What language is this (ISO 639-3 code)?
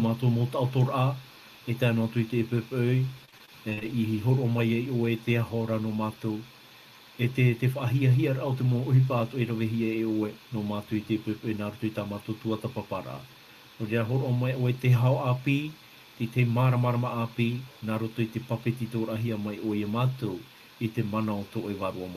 tah